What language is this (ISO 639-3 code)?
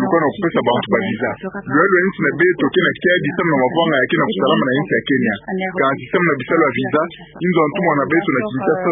ktu